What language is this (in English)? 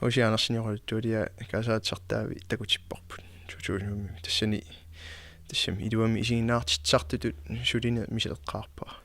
Kalaallisut